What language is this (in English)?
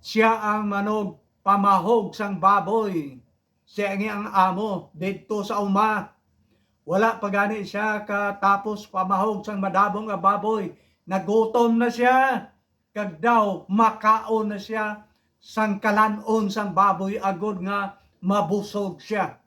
Hiligaynon